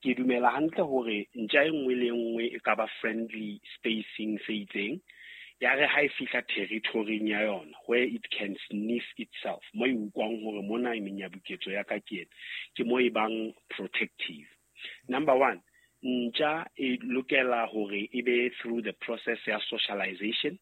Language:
Southern Sotho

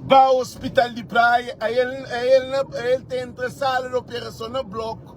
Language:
Kabuverdianu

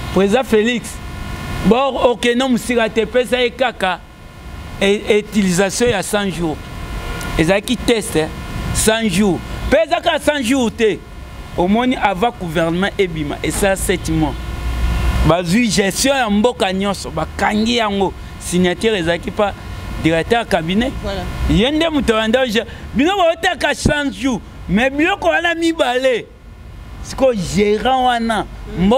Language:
Lingala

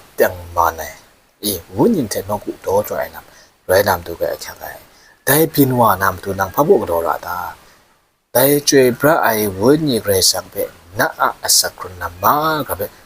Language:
Kachin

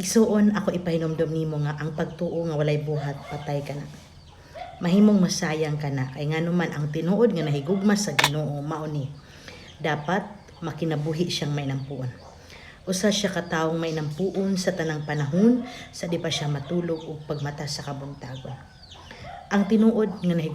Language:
Cebuano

